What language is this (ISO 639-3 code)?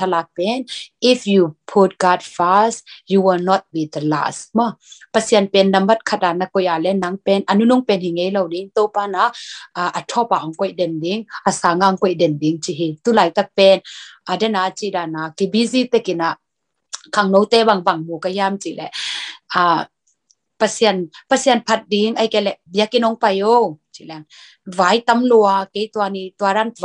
ctd